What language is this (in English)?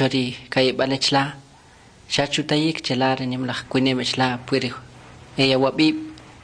Kʼicheʼ